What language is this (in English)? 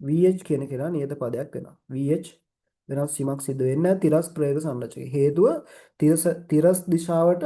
Sinhala